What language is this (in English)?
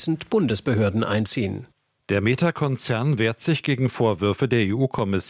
German